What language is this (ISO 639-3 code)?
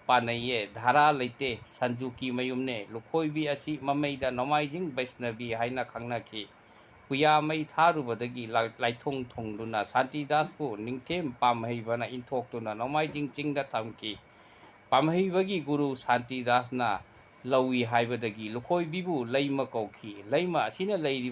mni